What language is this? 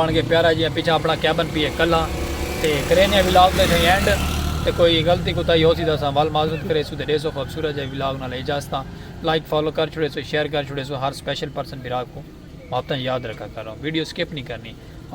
Saraiki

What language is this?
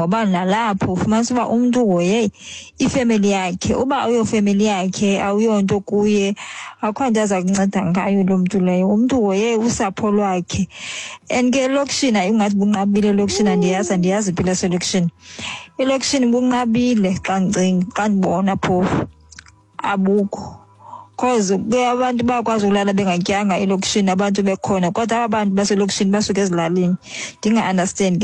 Xhosa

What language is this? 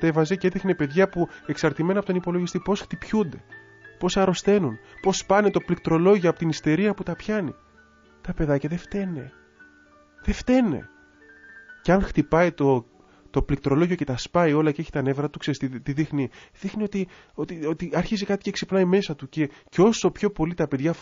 Greek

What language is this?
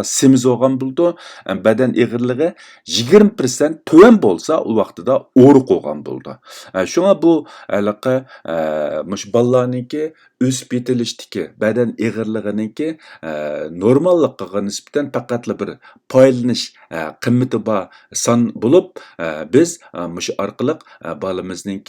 Uyghur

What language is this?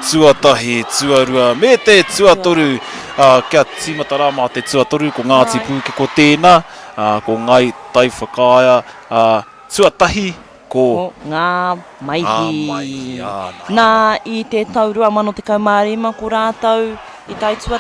Māori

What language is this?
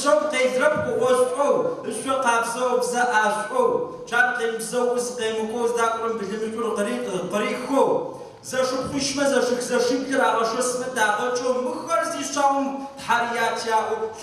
Kabardian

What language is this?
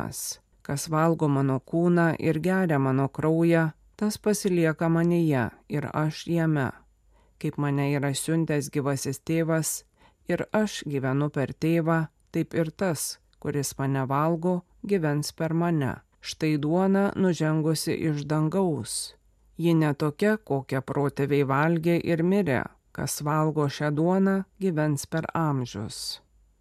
Lithuanian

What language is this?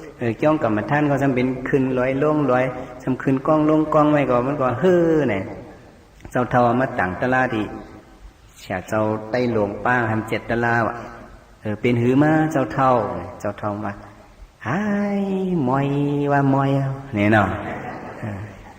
Shan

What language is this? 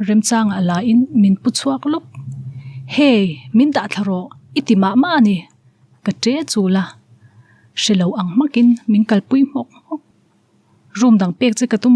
Mizo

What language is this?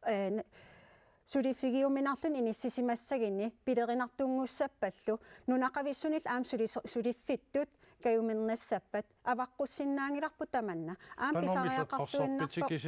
Kalaallisut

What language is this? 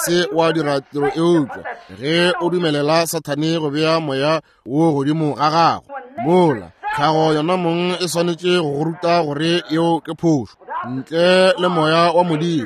Northern Sotho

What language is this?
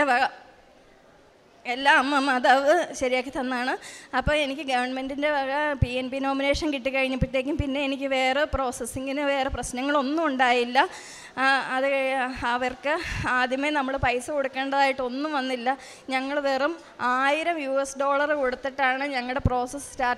Malayalam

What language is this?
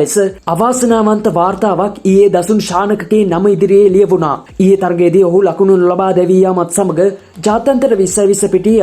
Sinhala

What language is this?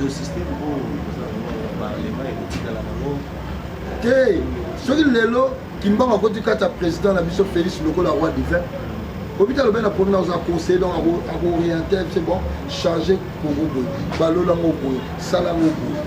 Lingala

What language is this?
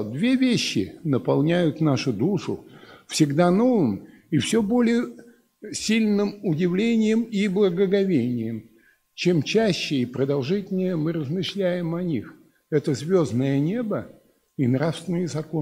Russian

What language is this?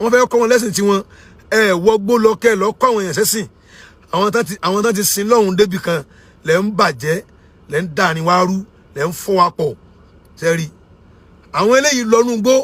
Yoruba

